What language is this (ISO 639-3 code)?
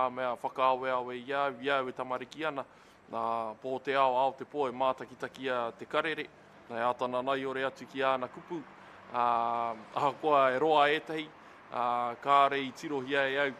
mri